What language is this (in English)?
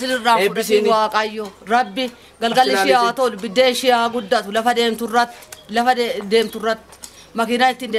Oromo